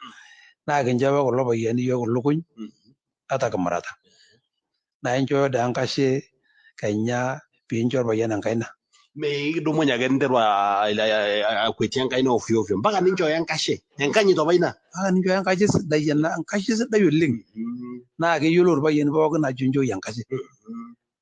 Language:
Masai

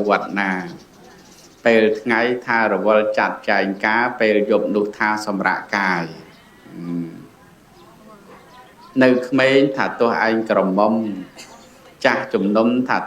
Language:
Khmer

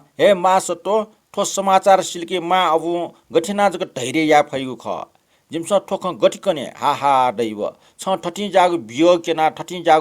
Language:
Newari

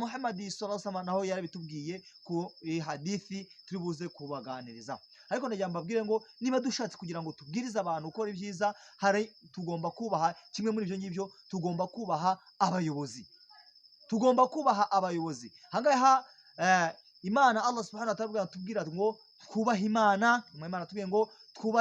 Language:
Kinyarwanda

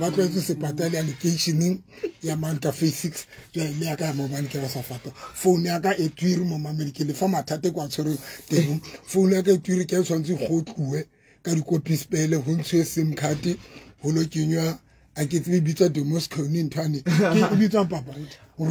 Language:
Southern Sotho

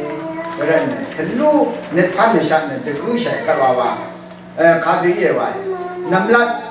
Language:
Rawang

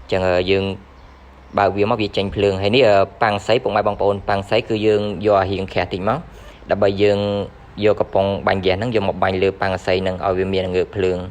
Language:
Khmer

